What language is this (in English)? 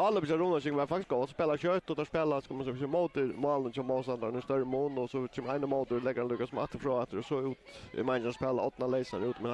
Faroese